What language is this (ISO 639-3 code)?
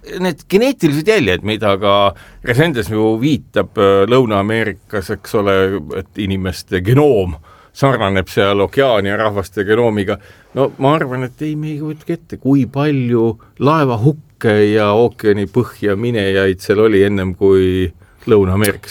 est